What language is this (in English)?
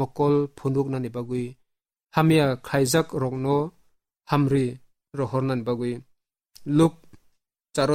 Kok Borok